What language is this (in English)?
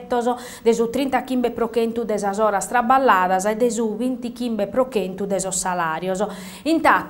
Sardinian